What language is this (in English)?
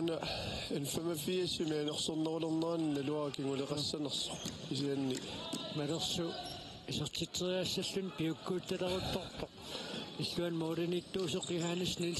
Kalaallisut